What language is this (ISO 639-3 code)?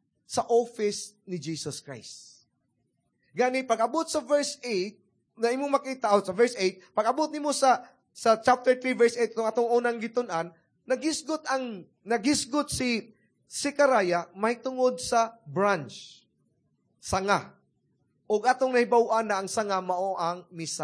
ceb